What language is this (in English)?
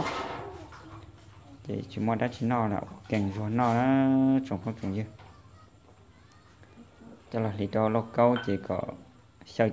Vietnamese